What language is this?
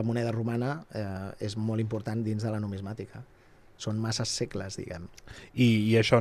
Catalan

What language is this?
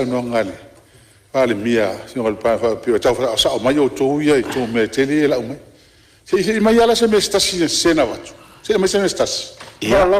Samoan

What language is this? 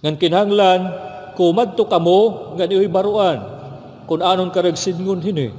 Waray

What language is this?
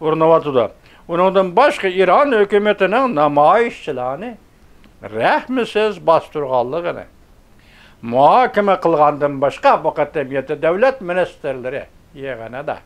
Uyghur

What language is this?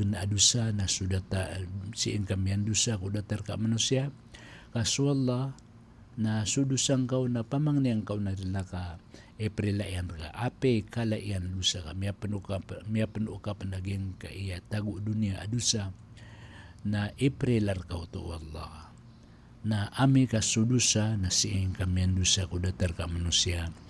Maranao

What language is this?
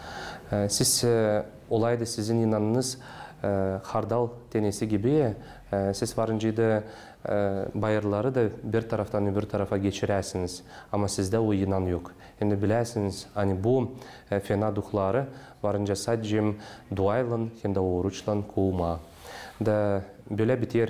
Gagauz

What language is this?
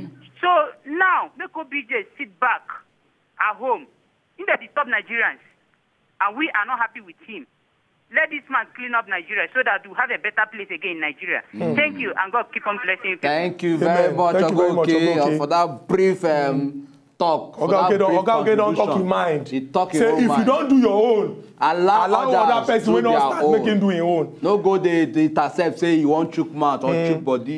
Nigerian Pidgin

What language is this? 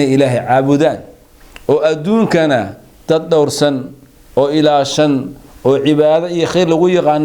Somali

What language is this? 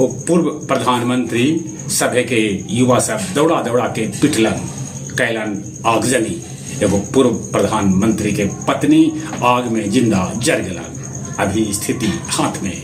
Magahi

